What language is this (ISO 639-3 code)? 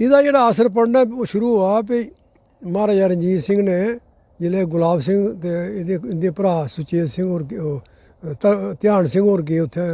doi